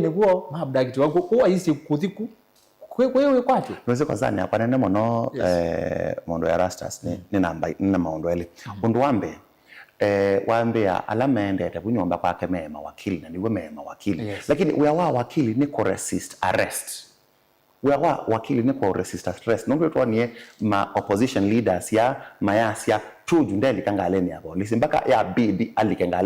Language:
Kamba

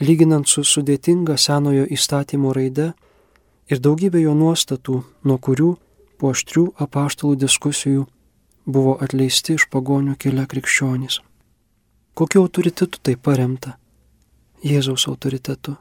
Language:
Lithuanian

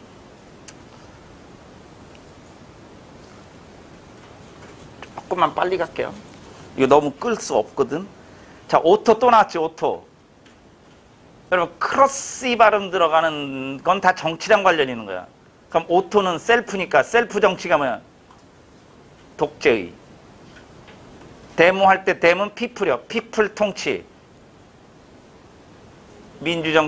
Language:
Korean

